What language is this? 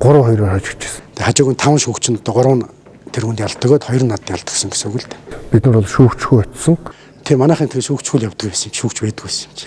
Mongolian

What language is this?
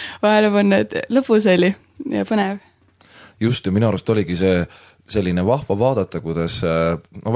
Estonian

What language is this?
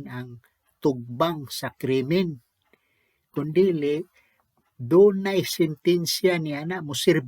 Cebuano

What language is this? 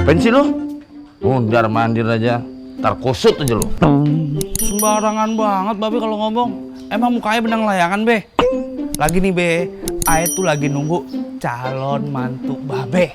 Betawi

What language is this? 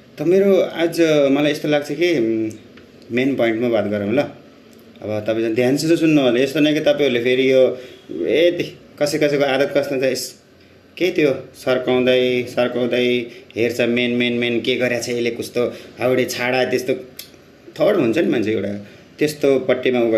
Nepali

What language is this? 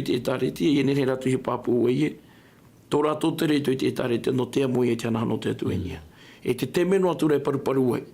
Tahitian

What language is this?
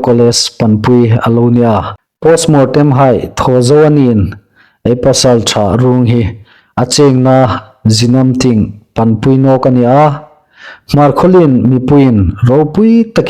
Hmar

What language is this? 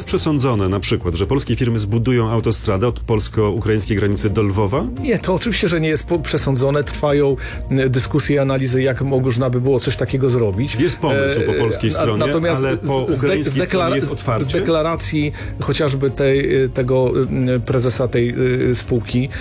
Polish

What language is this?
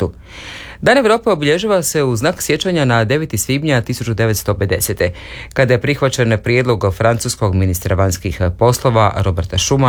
Croatian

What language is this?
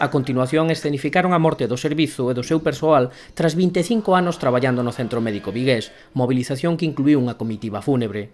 Galician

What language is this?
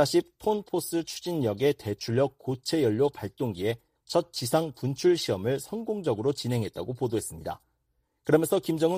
Korean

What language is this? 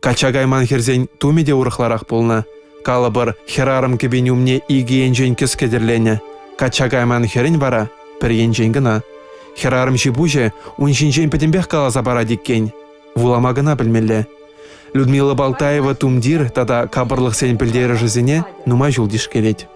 Chuvash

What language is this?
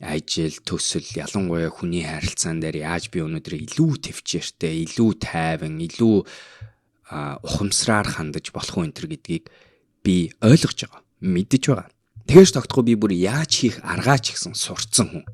Mongolian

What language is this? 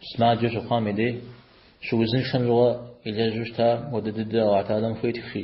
Kabardian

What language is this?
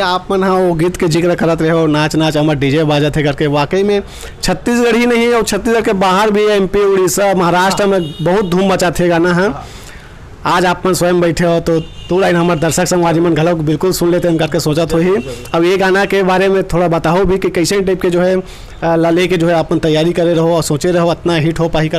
Chhattisgarhi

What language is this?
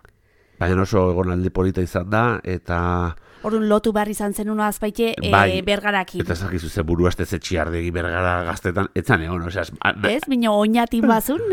Basque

